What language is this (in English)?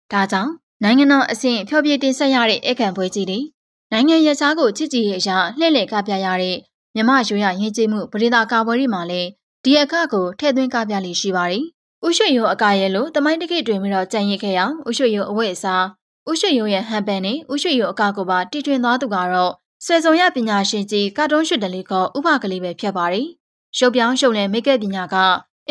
Burmese